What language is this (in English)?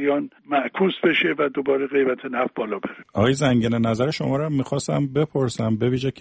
Persian